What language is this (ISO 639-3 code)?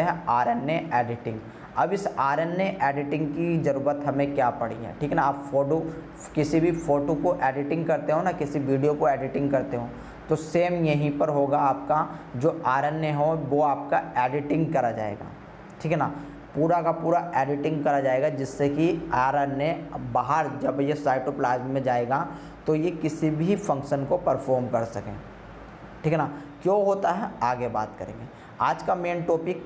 hin